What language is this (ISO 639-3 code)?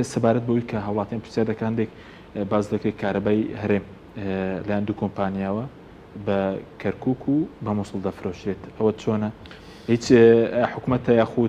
ckb